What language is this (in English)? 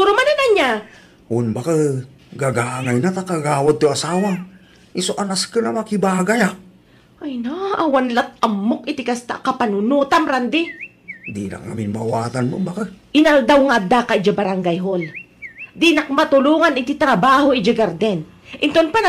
Iloko